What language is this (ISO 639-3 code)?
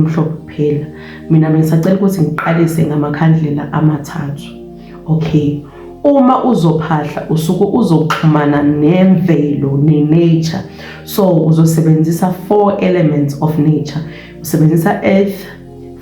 zul